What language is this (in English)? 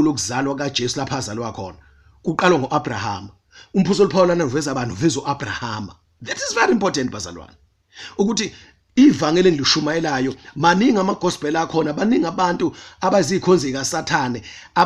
Zulu